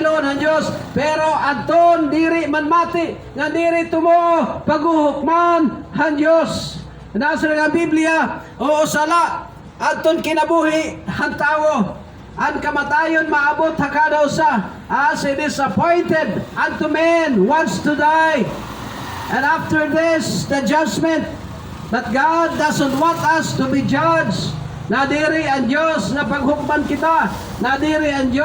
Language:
Waray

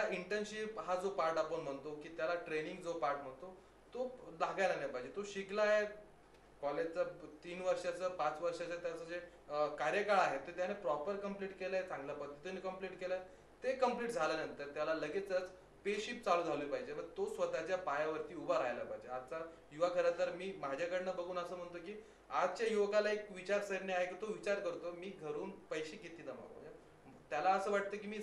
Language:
Marathi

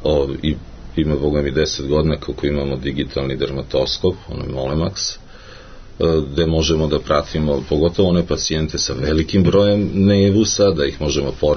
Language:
Serbian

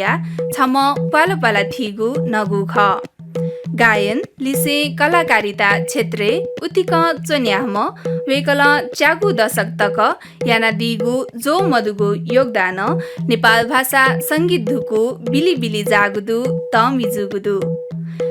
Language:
Newari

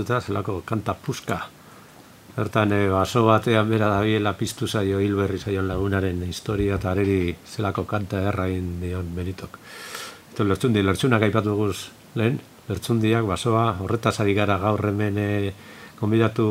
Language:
Basque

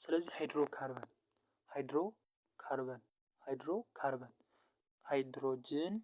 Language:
Amharic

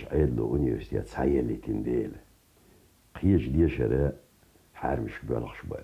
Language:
Chechen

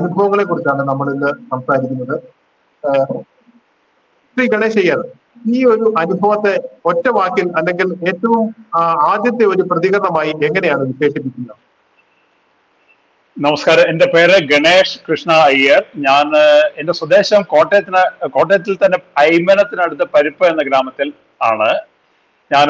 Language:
Malayalam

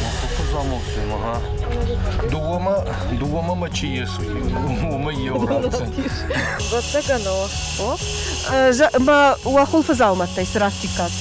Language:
Ossetic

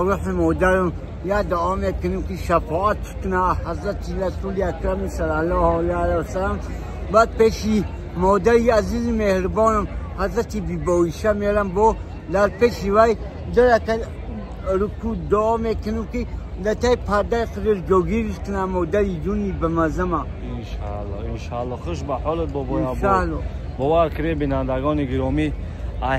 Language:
Tajik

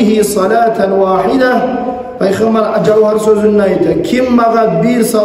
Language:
Kumyk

